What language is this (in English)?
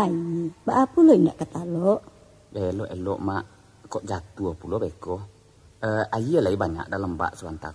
Minangkabau